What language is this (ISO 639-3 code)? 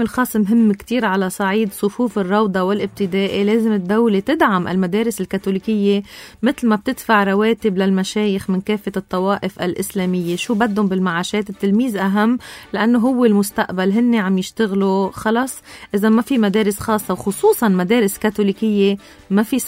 apc